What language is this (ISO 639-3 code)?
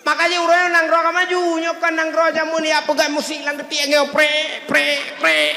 ace